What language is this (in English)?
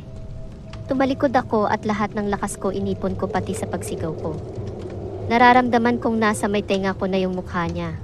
Filipino